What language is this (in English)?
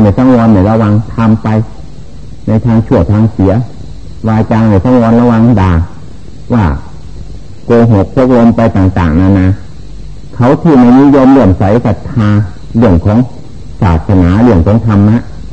Thai